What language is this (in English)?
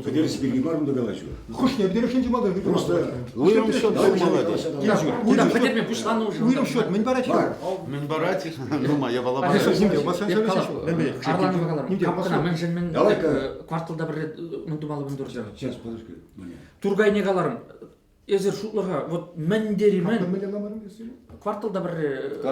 Chuvash